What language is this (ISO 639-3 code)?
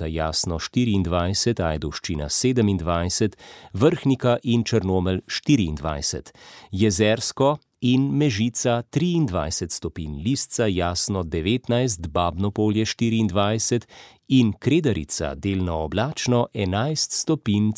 slv